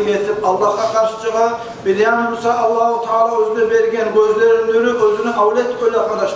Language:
Kumyk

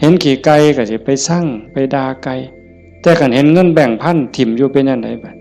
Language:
Northeastern Thai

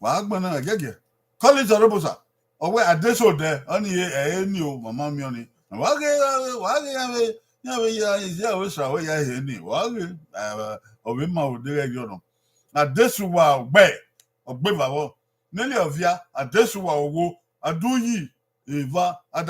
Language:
Bini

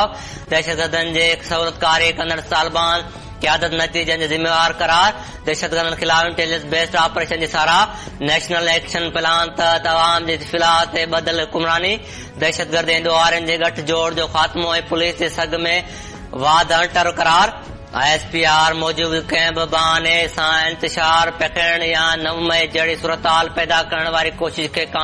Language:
Sindhi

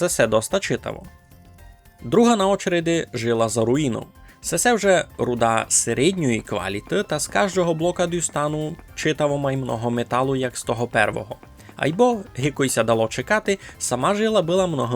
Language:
Rusyn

